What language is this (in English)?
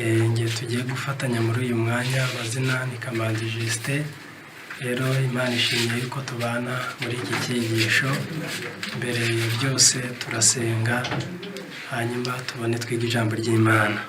Kinyarwanda